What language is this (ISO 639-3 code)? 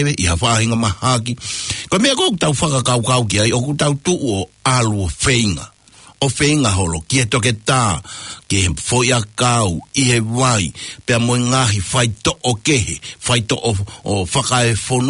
ton